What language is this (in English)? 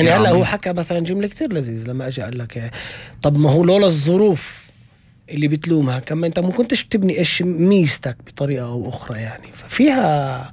North Levantine Arabic